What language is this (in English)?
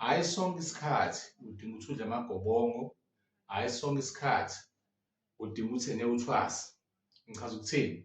Zulu